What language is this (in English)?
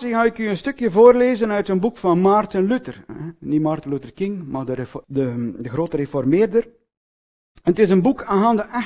Dutch